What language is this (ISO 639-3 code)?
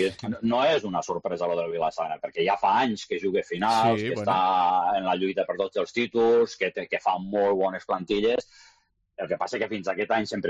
cat